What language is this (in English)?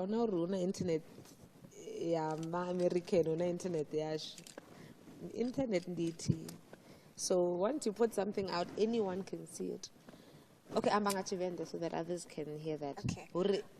Venda